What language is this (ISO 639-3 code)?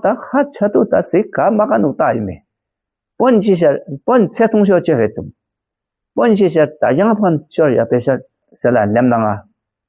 bod